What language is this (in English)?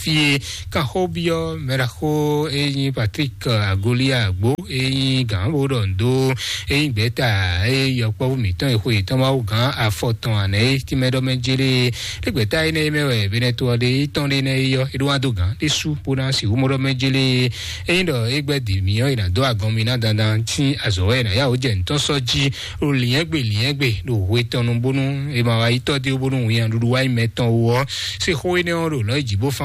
Fon